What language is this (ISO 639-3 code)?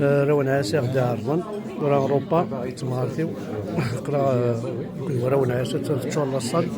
kab